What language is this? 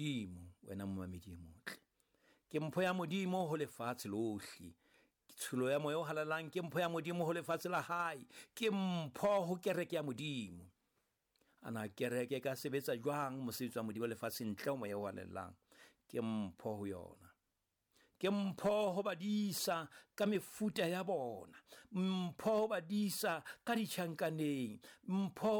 Southern Sotho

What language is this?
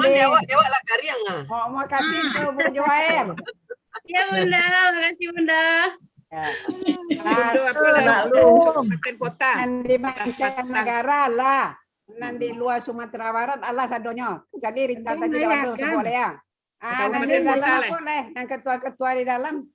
Minangkabau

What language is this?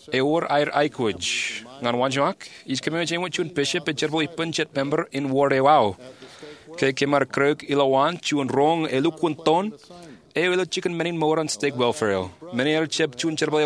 Marshallese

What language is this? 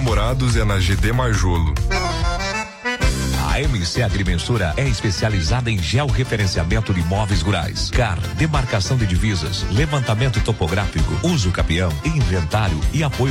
Portuguese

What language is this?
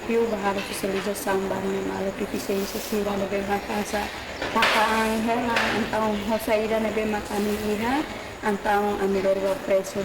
Tetum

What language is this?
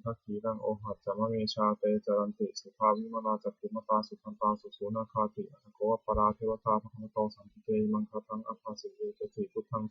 Pali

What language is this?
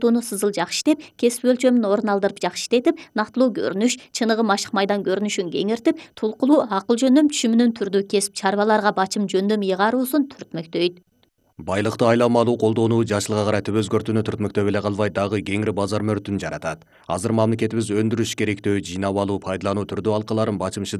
Kyrgyz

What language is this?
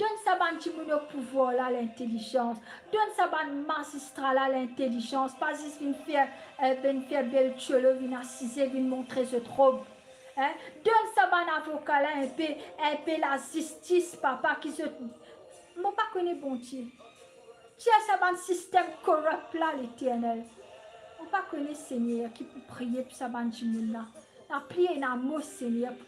Morisyen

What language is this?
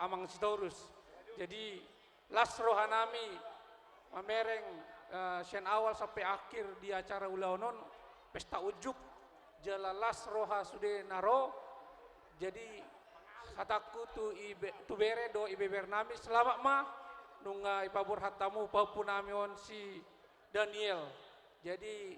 Batak Toba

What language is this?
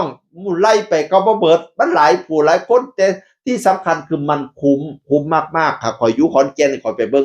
Northeastern Thai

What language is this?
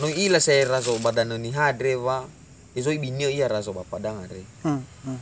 Nias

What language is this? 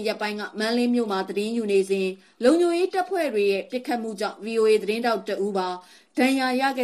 Burmese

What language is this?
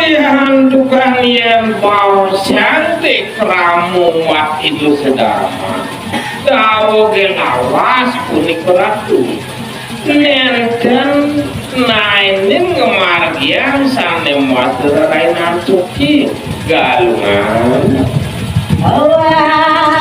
Balinese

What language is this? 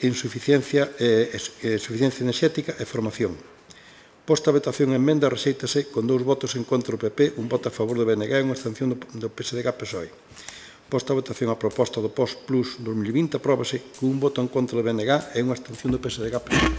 Galician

